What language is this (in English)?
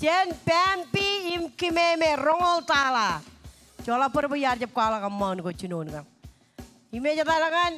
Marshallese